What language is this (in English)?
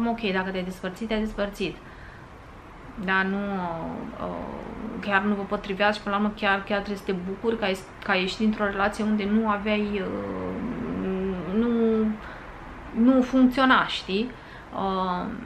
Romanian